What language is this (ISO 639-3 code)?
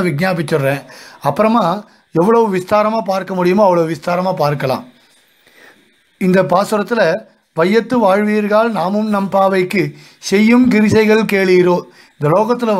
tam